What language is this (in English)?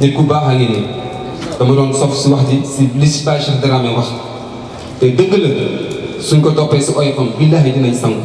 Wolof